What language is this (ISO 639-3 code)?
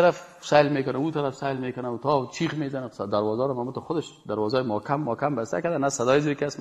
fas